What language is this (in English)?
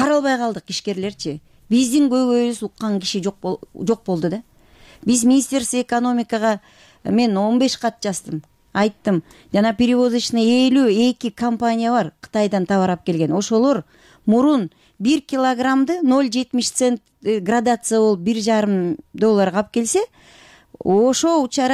Kyrgyz